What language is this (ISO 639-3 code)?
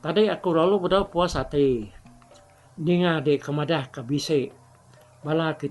iba